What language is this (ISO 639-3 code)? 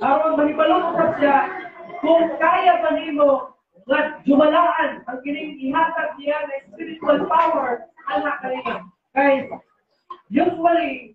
ceb